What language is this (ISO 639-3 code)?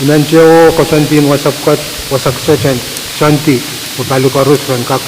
pon